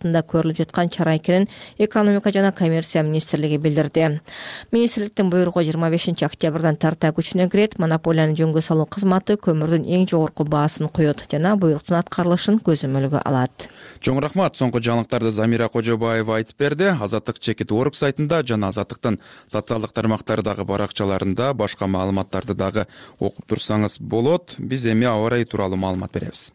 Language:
Kyrgyz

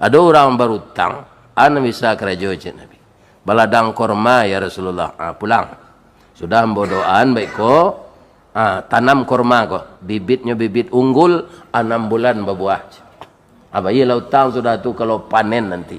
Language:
Minangkabau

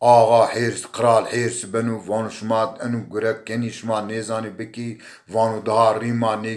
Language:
Zaza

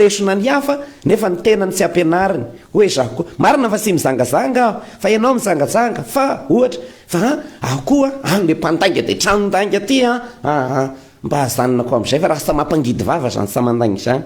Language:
Malagasy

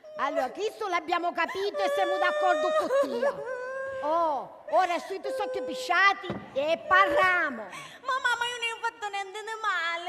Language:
Sicilian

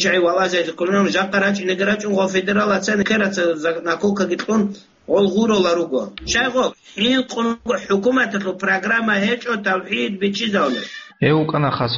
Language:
Avaric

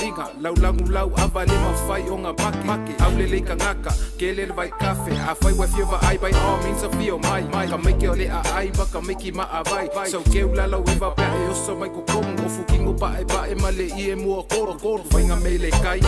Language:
Samoan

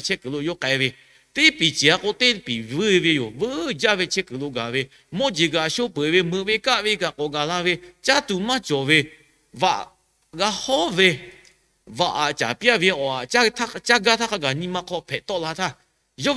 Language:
Lahu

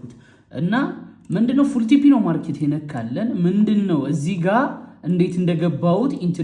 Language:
Amharic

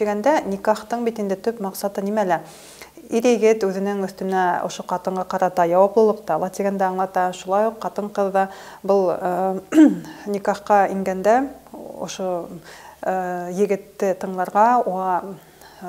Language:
Bashkir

